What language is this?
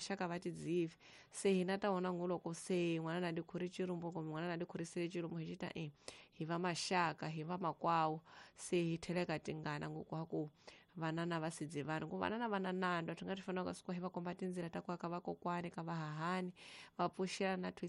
Tsonga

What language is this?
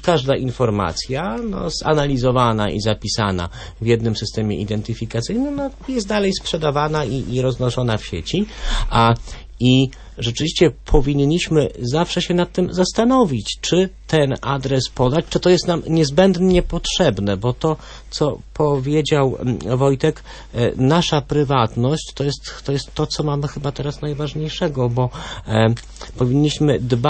Polish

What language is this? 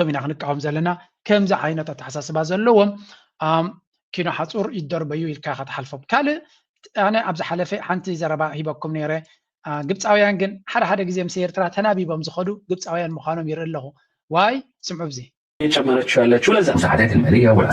Tigrinya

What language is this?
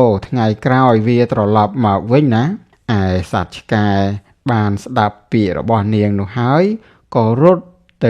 Khmer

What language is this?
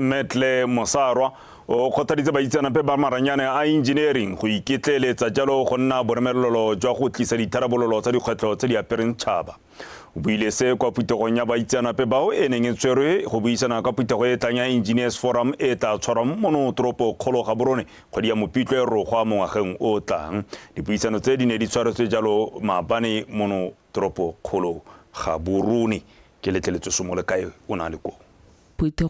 Tswana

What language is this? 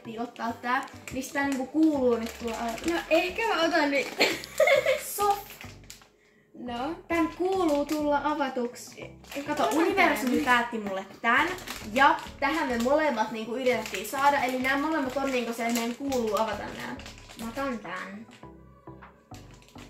Finnish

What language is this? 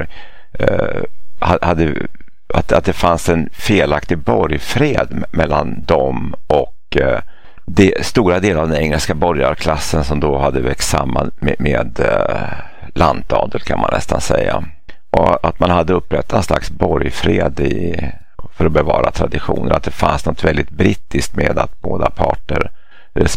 Swedish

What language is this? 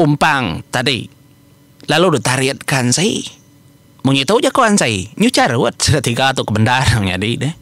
Iban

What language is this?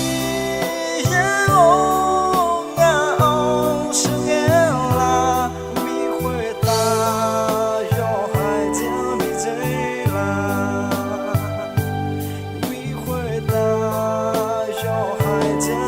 Akha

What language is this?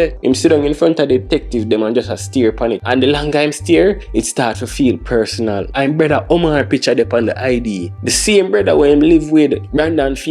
Jamaican Creole English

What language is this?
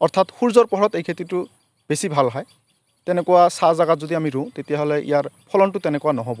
Assamese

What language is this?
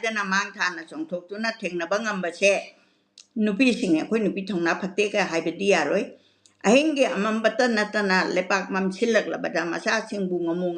Manipuri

